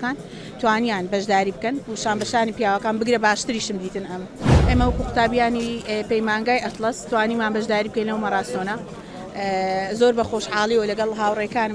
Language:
Central Kurdish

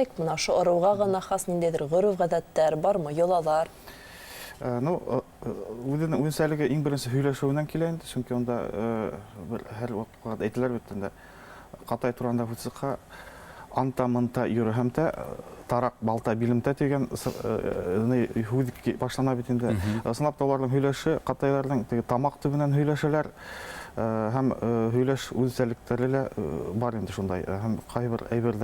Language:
Bashkir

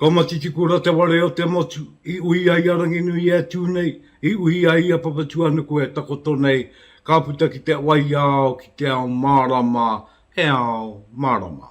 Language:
Māori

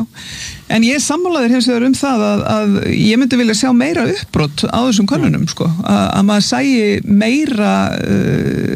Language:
Icelandic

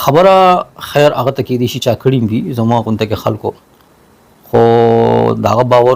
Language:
Pashto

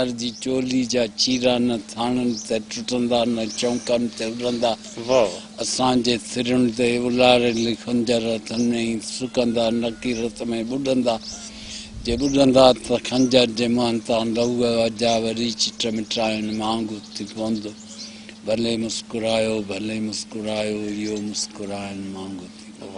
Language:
Sindhi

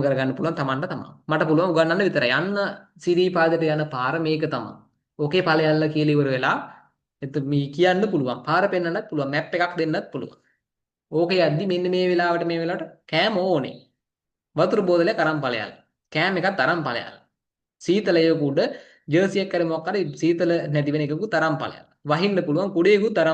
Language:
Sinhala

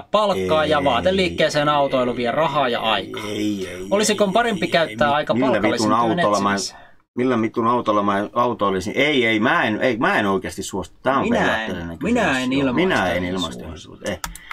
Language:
Finnish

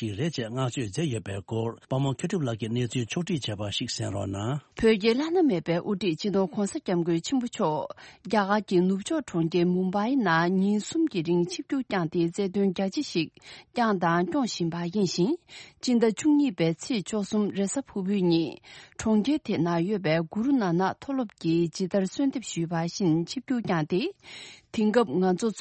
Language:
Tibetan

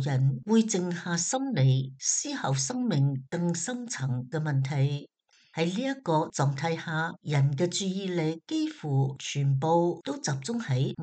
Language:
Cantonese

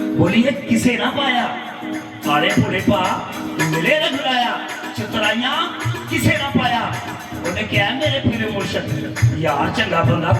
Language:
Dogri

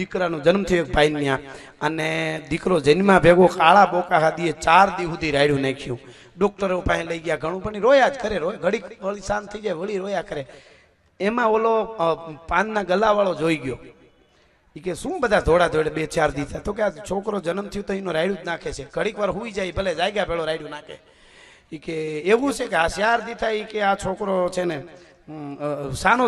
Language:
Gujarati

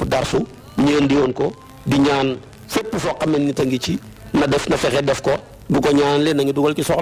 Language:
Wolof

